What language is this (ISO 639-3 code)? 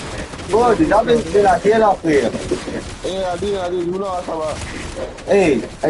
mfe